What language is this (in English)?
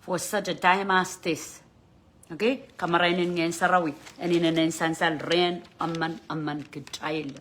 Pohnpeian